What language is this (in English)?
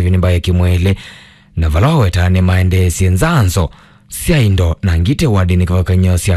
Kamba